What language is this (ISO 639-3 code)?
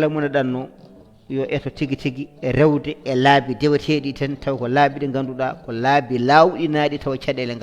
ful